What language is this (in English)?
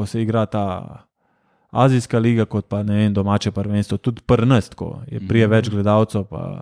Slovenian